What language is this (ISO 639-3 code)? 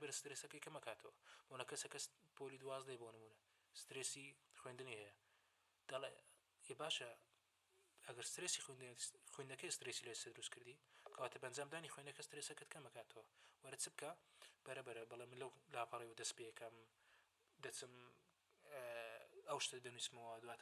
ckb